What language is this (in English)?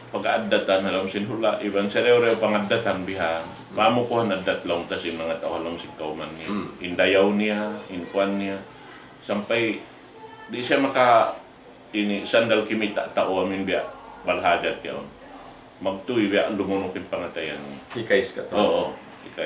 Tausug